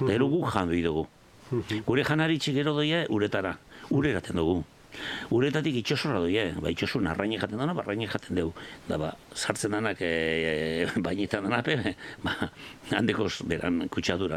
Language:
Basque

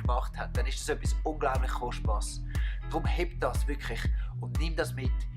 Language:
Swiss German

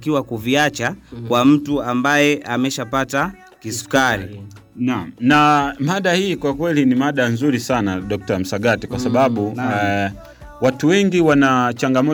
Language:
Swahili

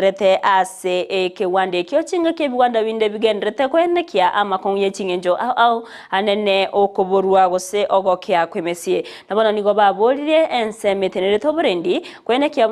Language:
Gusii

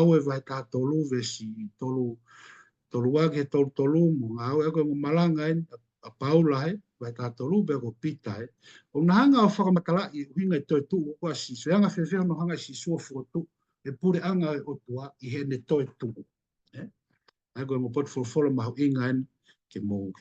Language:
Tongan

